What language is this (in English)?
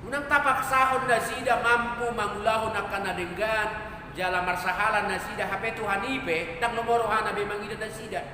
Batak Toba